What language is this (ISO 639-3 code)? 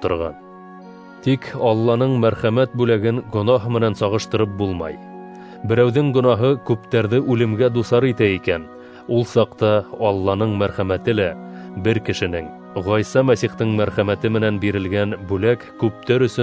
bak